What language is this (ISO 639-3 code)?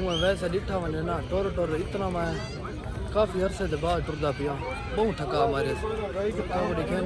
skr